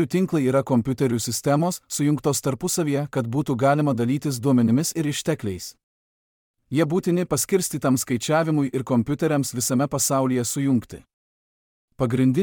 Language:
Lithuanian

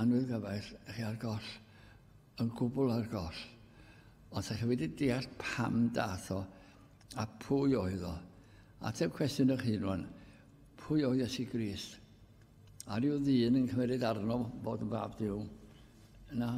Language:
Welsh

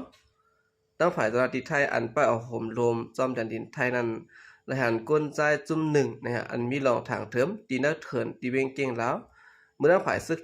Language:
Shan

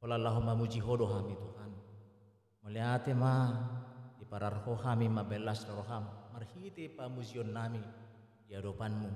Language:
Batak Toba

